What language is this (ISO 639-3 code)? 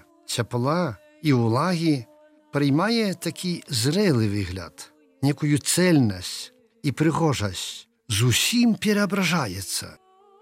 bel